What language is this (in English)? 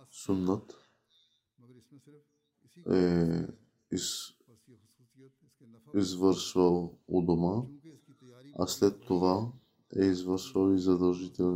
Bulgarian